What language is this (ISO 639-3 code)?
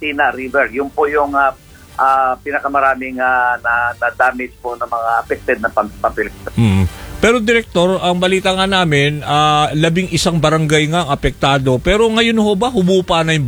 fil